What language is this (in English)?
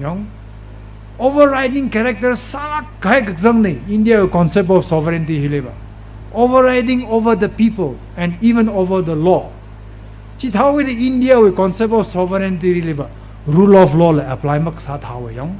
Tangkhul Naga (India)